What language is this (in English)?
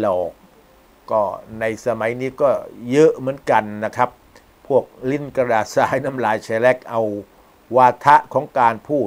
Thai